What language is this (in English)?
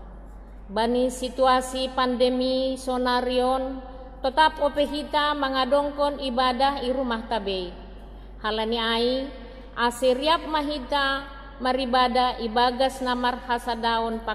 Batak Simalungun